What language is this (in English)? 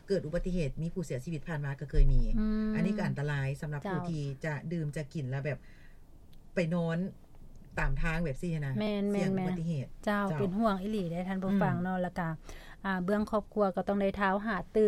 Lao